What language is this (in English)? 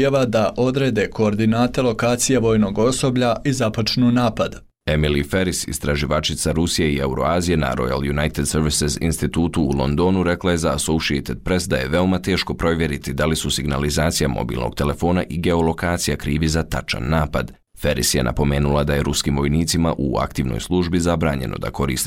Bosnian